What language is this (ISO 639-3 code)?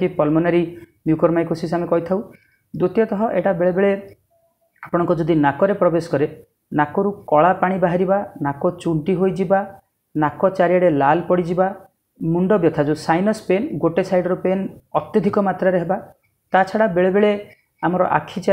ori